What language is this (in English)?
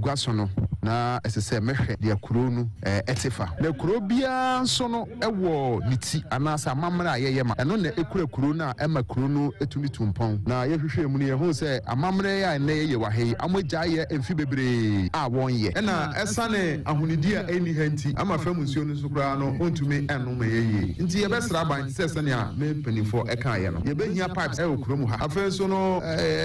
Akan